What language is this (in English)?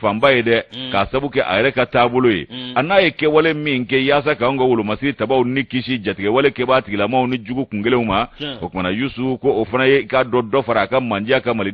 Bambara